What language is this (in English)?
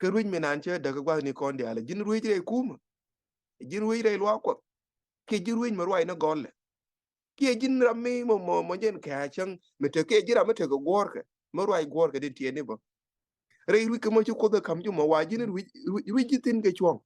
Nuer